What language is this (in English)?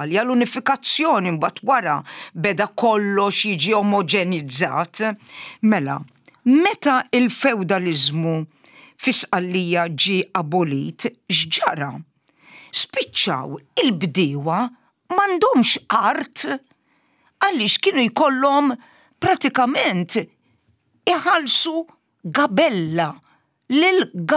Maltese